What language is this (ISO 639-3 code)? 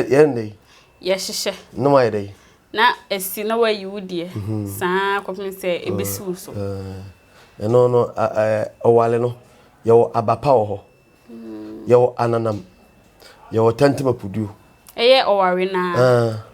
aka